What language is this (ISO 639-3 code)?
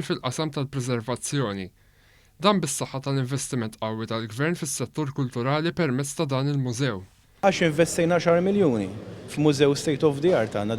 mlt